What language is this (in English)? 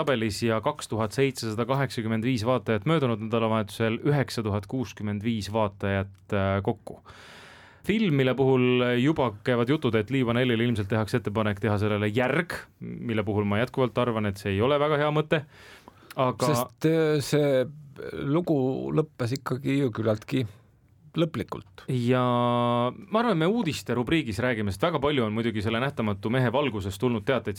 Estonian